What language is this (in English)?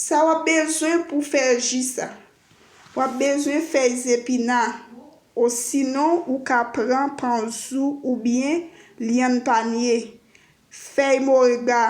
Haitian Creole